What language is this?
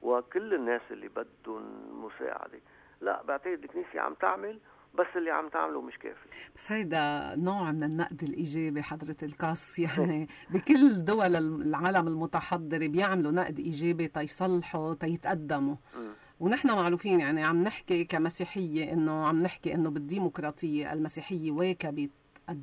North Levantine Arabic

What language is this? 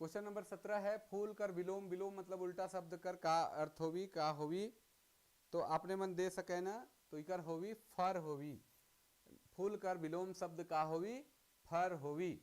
Sadri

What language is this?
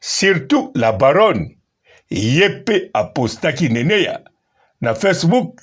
Lingala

